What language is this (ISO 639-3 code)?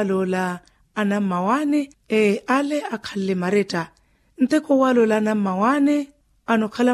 vmw